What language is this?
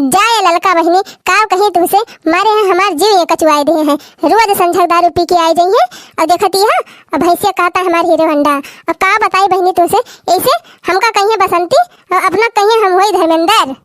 Awadhi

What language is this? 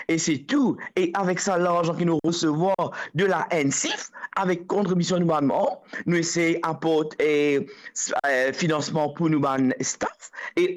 Morisyen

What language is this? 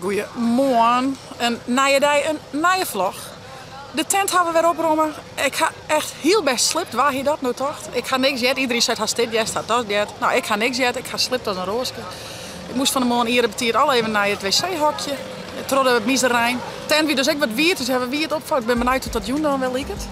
Western Frisian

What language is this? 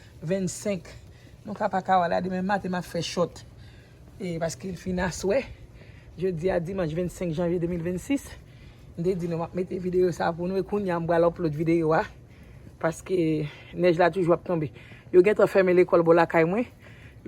Haitian Creole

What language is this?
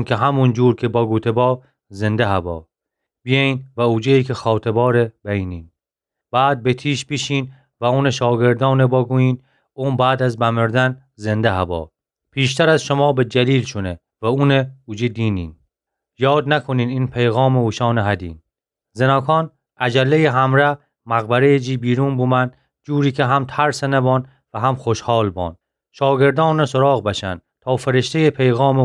Gilaki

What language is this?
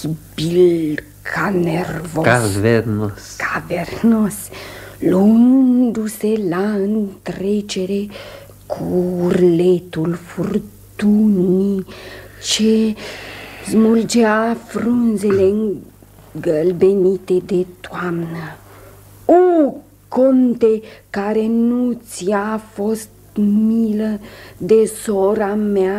Romanian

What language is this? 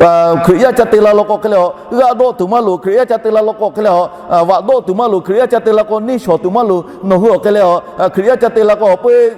Lahu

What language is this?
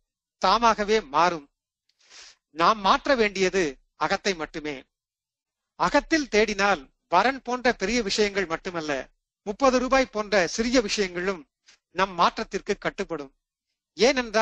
Tamil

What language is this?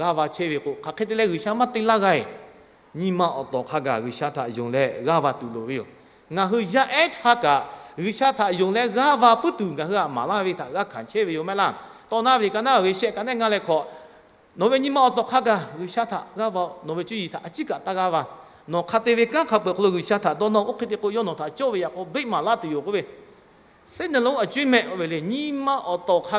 Lahu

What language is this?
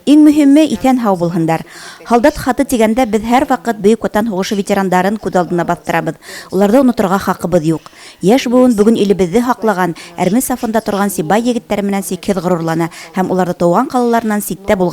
Bashkir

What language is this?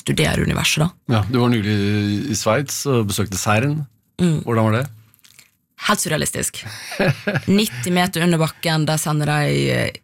Norwegian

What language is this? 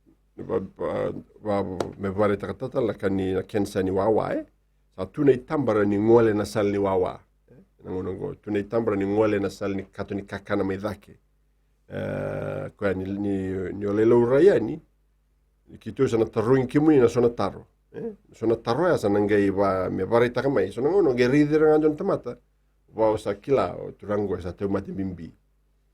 Fijian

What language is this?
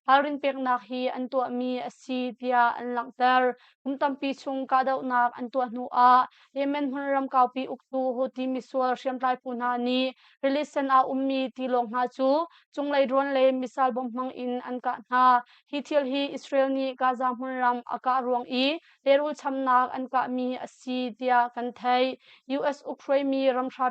Hakha Chin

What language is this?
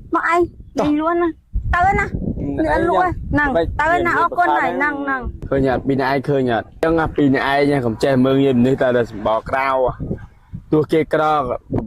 Khmer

